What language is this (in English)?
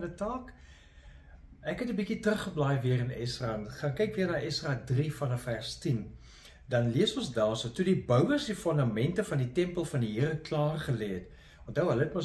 Afrikaans